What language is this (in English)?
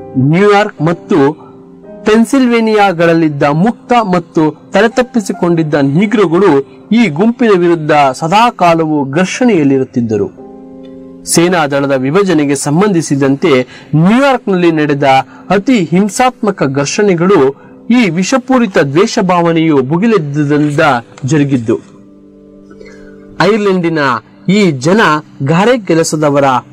Kannada